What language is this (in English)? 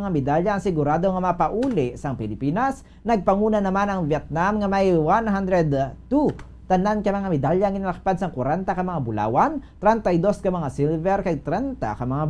Hiligaynon